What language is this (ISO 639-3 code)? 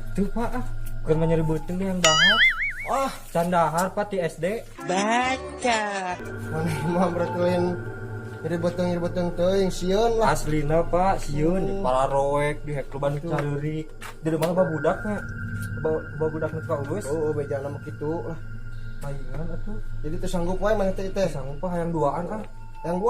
sun